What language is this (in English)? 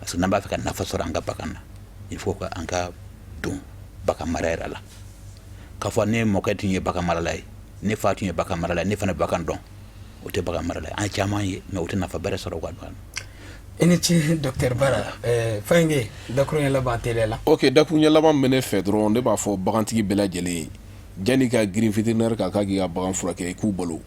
Bambara